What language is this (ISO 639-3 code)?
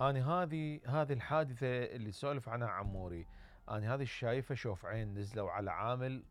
acm